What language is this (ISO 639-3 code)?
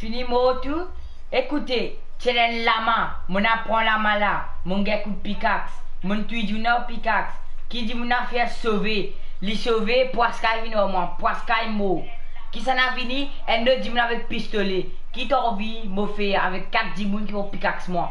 mfe